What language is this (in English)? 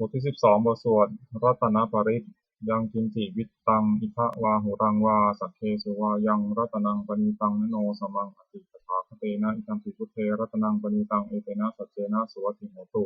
Pali